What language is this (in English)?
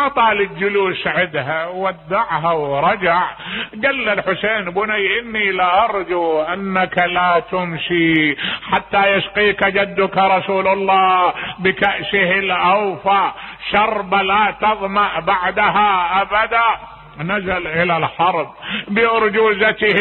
Mesopotamian Arabic